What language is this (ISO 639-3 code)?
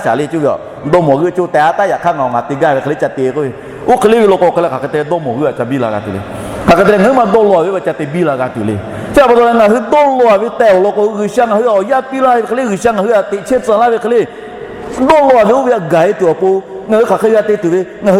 lhu